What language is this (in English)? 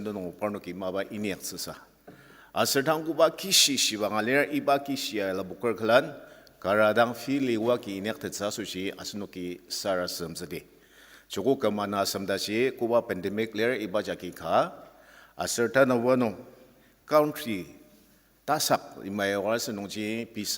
Ao Naga